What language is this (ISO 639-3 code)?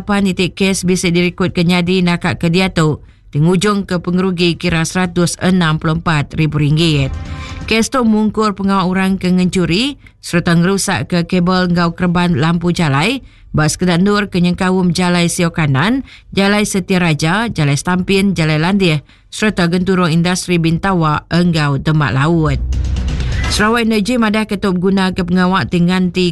iba